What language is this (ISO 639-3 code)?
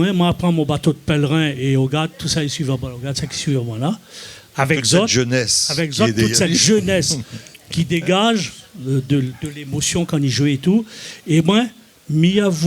rcf